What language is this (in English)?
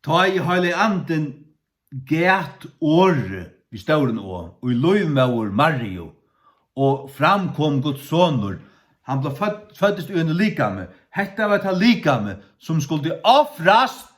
Faroese